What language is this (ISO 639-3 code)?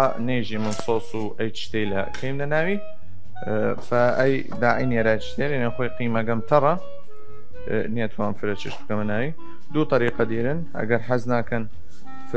sdh